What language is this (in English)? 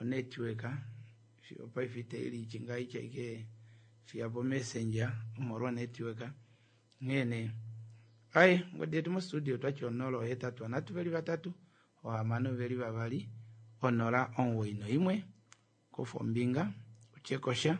Kuanyama